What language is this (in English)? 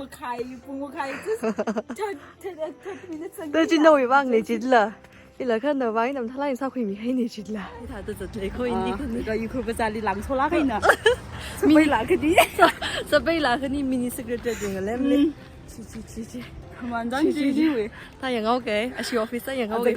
Tangkhul Naga (India)